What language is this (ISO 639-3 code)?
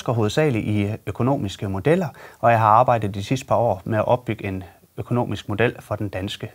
dan